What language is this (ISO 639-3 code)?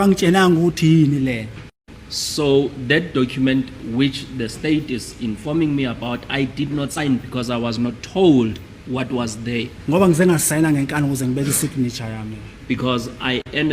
zul